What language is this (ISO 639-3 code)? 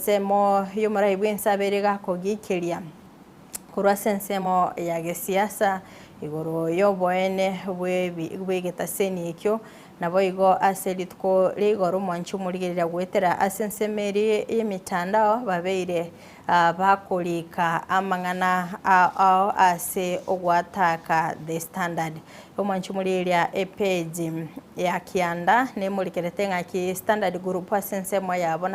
guz